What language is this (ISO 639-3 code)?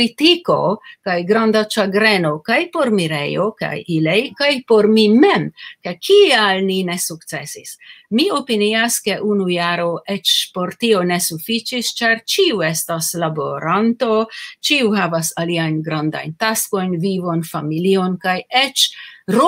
epo